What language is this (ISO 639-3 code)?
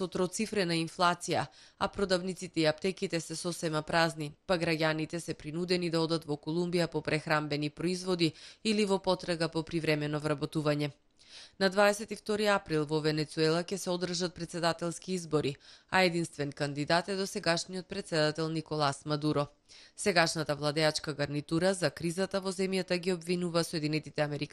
mkd